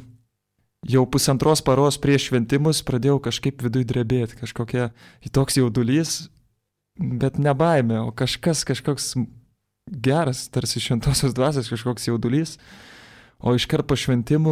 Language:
Lithuanian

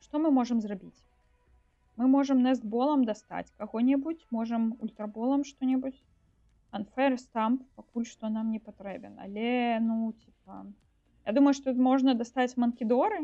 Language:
Belarusian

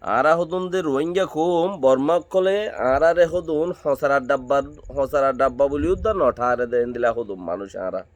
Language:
Rohingya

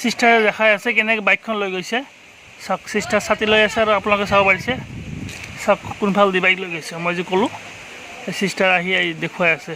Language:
Assamese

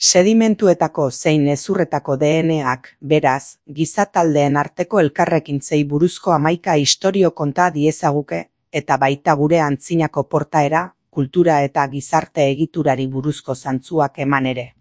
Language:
Basque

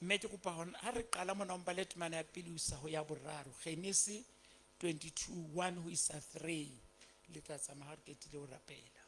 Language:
Southern Sotho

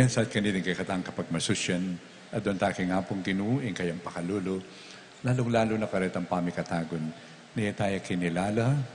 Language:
Pampanga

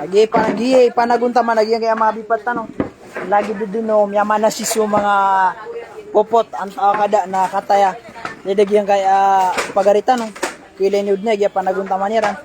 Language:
Maranao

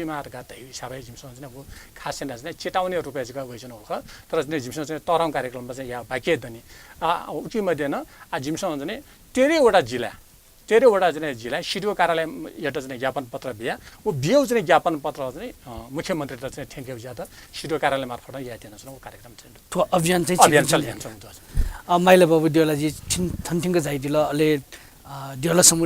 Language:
Newari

